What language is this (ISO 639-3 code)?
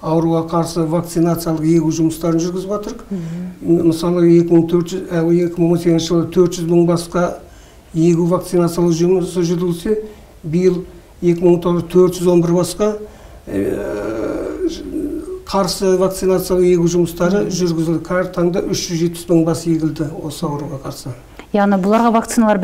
kaz